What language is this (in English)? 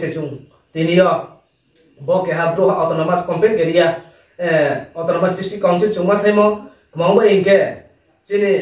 Riang (India)